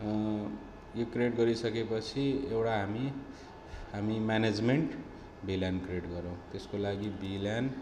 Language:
Nepali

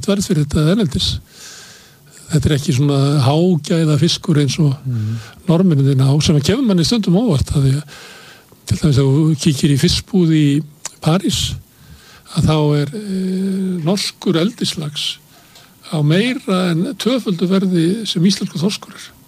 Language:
Icelandic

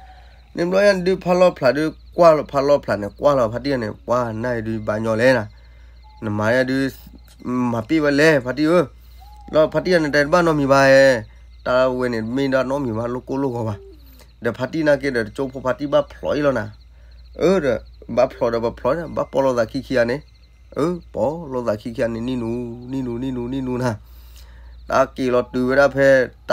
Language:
S'gaw Karen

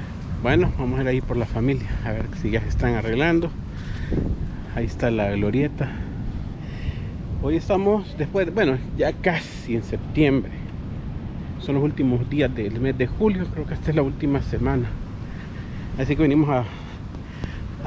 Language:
Spanish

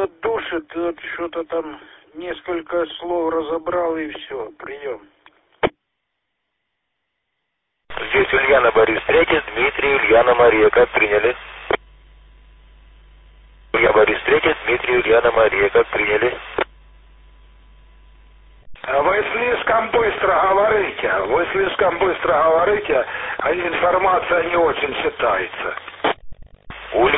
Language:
Russian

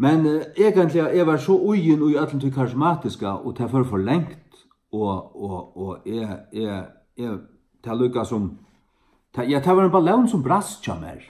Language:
Faroese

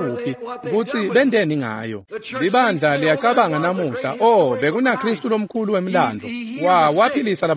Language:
Swati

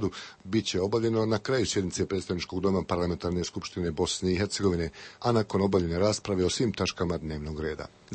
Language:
Croatian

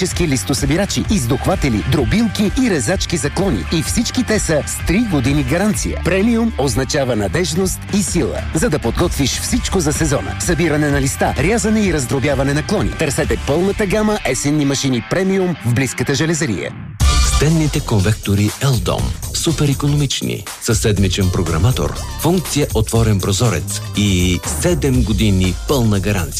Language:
Bulgarian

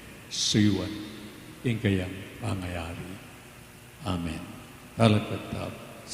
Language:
Pampanga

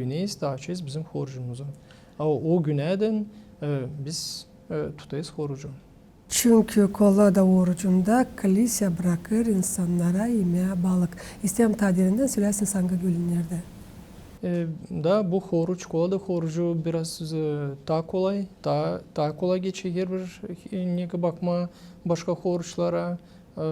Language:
Gagauz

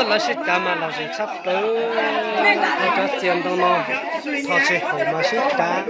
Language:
Hmong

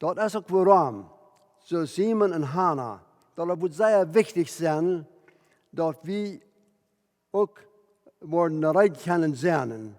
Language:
Plautdietsch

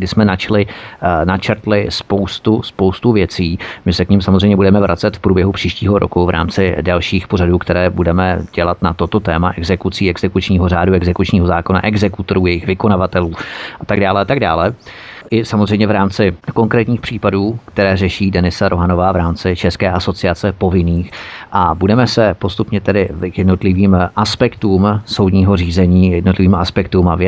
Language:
Czech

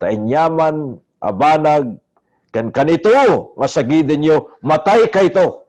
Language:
Iloko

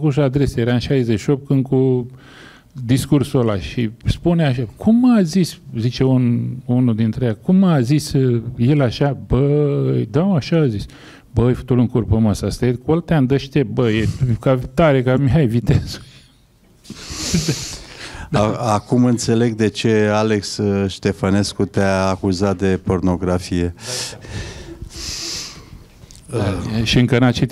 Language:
Romanian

